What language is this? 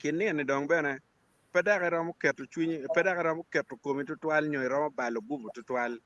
Acoli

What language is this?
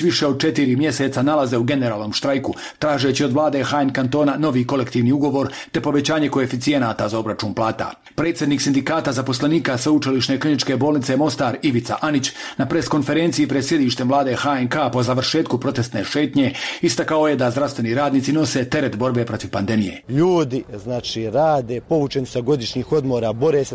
Croatian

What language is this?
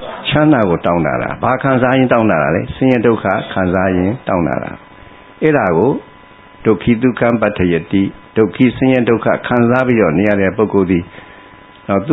Burmese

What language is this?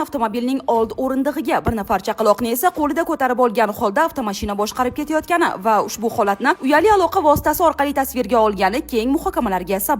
Uzbek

